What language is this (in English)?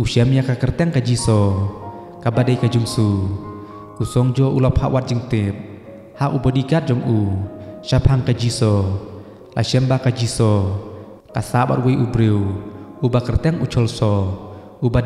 Khasi